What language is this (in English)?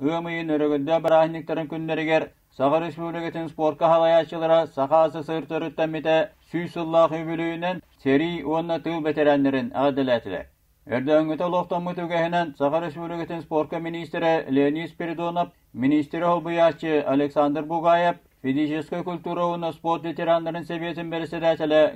Yakut